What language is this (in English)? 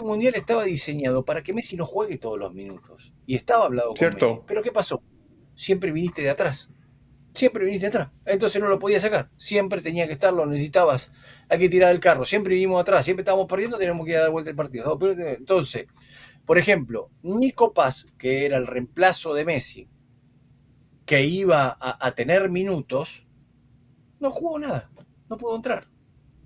Spanish